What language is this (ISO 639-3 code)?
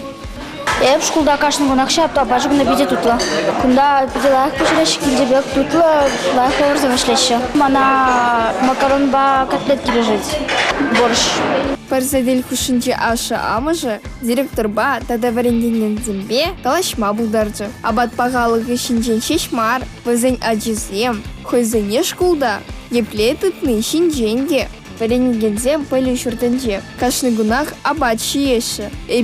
chv